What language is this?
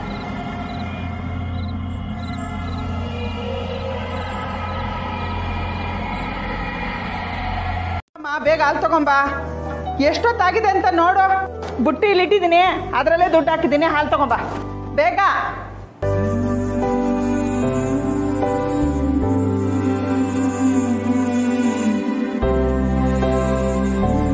Kannada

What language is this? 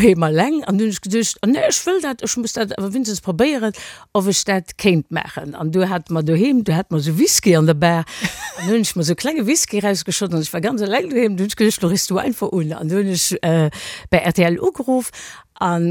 Luxembourgish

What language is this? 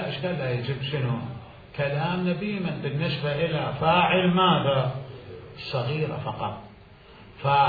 Mesopotamian Arabic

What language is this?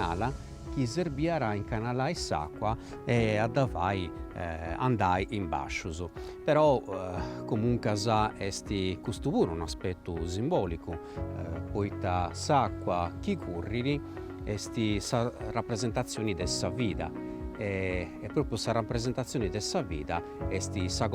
Sardinian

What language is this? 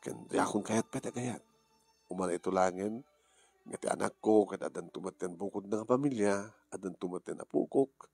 Iloko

